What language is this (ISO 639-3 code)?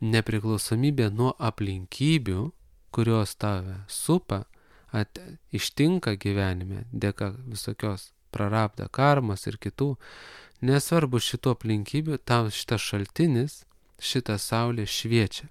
lit